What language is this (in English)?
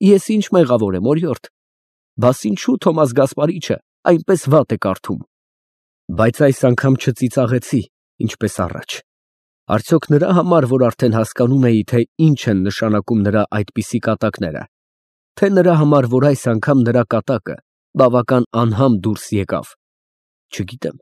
Armenian